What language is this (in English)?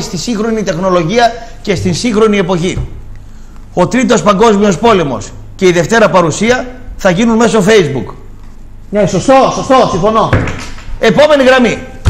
Greek